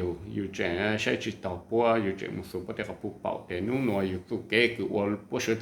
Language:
Hmong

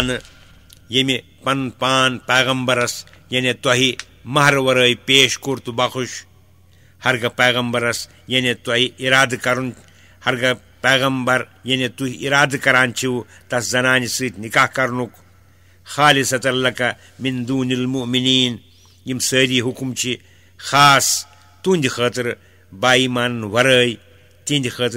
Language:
Kashmiri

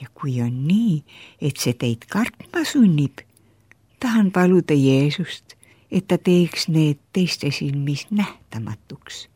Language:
Estonian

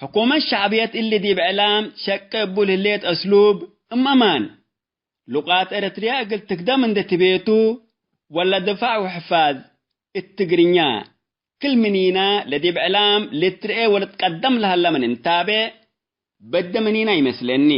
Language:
Tigre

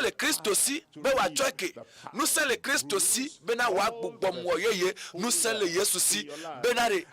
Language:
Ewe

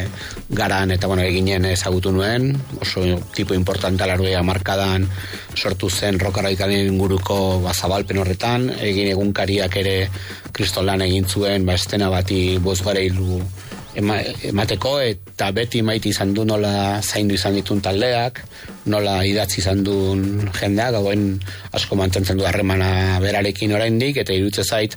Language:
Basque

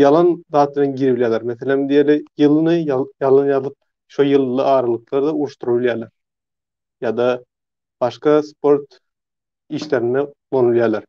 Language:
Turkmen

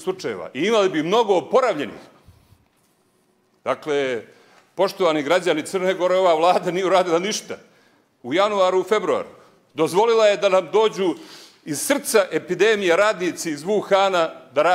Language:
Serbian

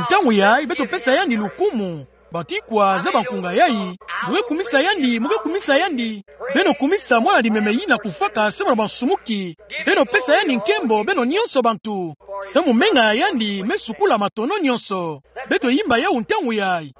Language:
Kituba (Democratic Republic of Congo)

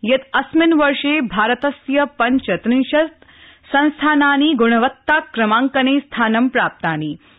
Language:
Sanskrit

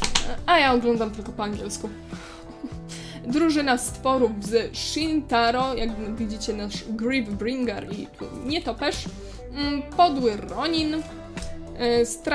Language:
Polish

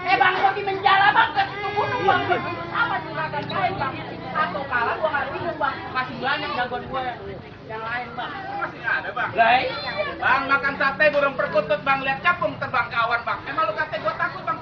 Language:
Betawi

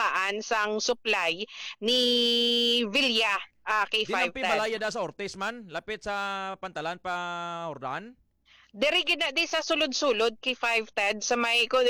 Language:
Hiligaynon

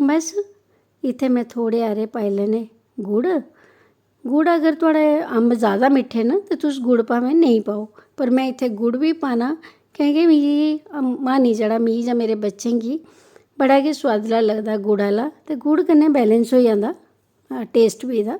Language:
Dogri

